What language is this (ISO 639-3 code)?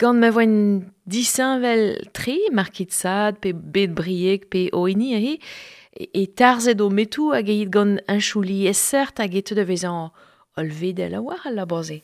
bre